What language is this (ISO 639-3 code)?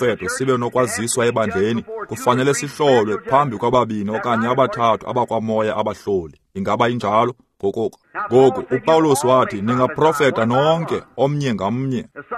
xho